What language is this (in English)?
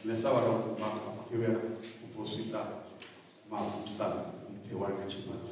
Venda